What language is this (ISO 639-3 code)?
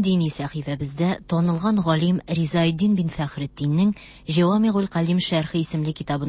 tat